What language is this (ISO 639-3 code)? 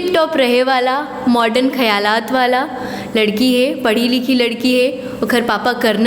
hne